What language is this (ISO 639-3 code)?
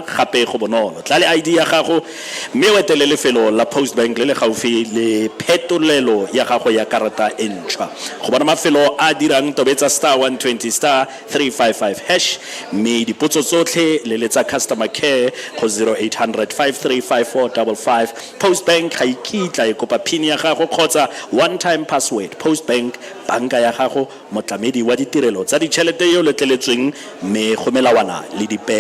tsn